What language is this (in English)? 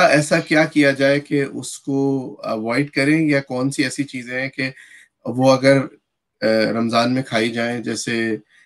Urdu